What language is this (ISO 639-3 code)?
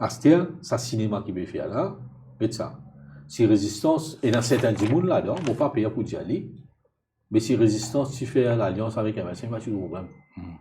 mfe